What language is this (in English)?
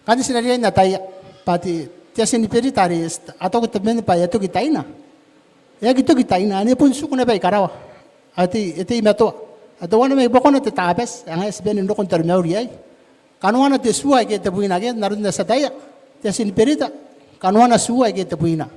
Gilbertese